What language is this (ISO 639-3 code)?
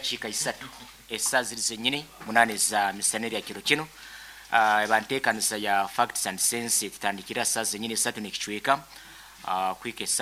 nyn